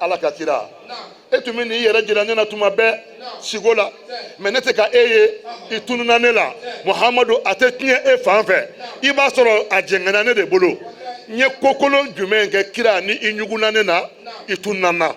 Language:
Bambara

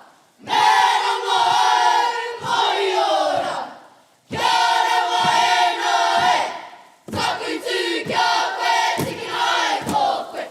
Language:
Māori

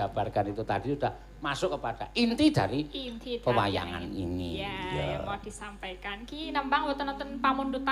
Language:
Javanese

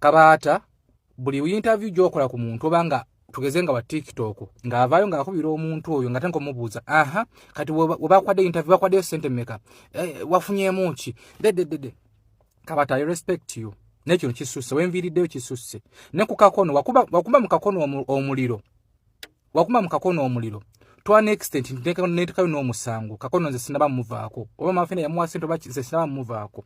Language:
Ganda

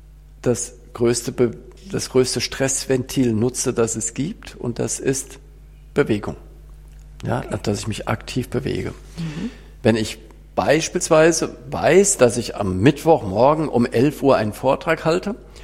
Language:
German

